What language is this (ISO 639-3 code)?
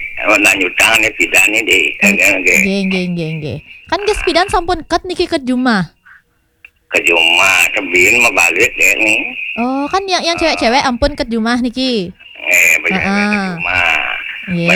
ban